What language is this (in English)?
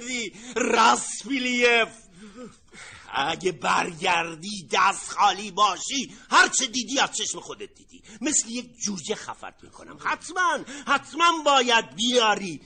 Persian